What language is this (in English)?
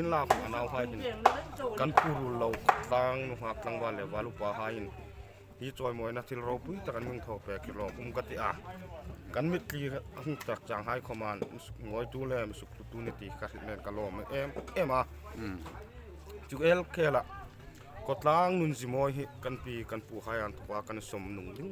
Hmar